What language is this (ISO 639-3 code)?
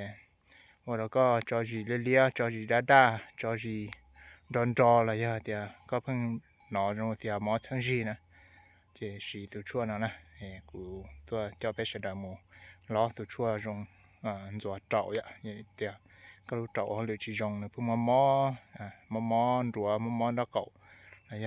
hmn